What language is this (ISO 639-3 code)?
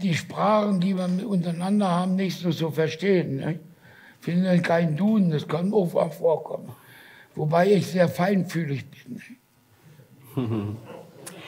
deu